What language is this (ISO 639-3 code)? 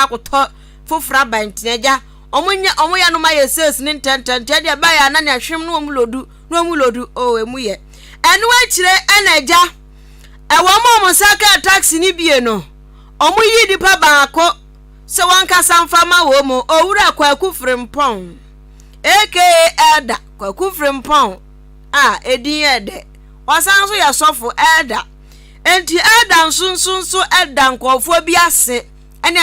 aka